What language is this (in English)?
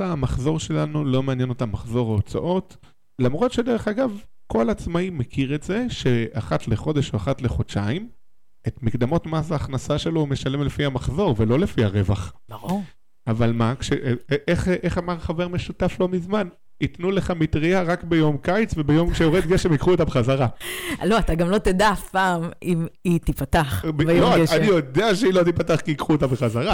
Hebrew